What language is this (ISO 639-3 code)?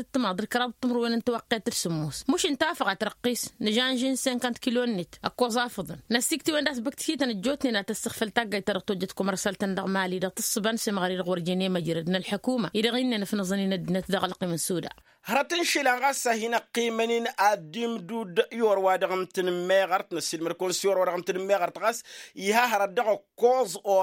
taq